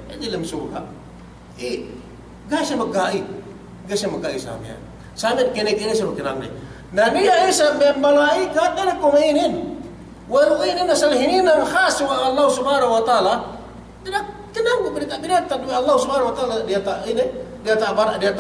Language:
Yakan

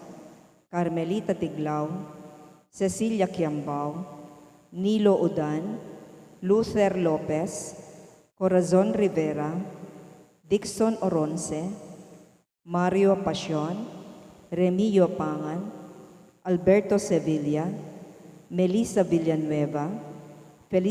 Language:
Pampanga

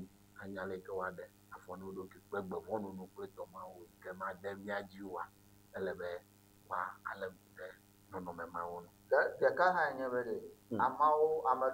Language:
Ewe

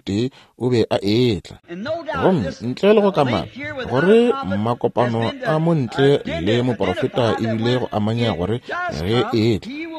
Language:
Northern Sotho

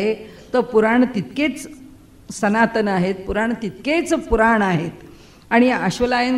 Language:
Marathi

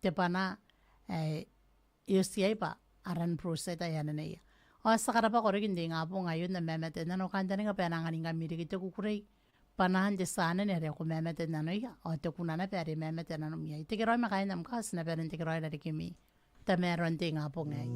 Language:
Gilbertese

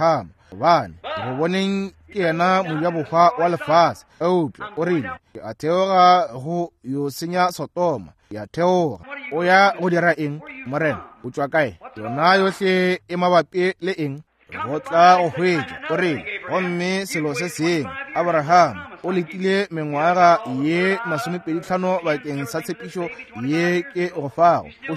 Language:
Northern Sotho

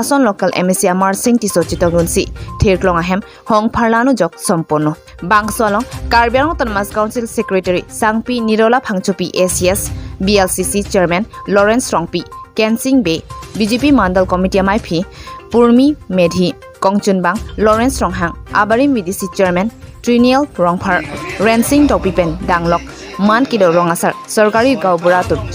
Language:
Karbi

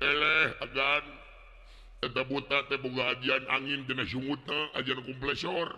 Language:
Sundanese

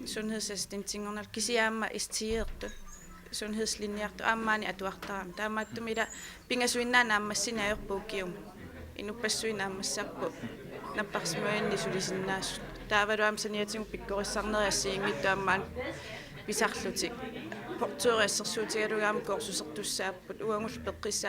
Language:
Kalaallisut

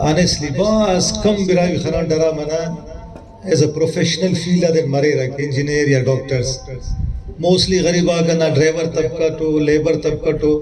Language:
Brahui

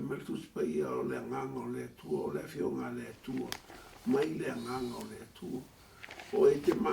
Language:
Samoan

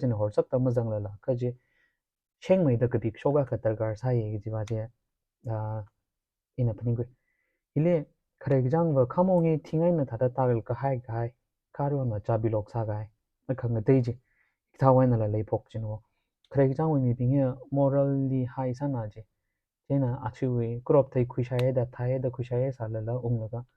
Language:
Tangkhul Naga (India)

